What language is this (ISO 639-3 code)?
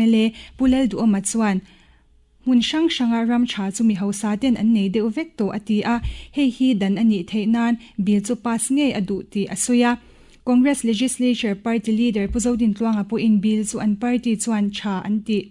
lus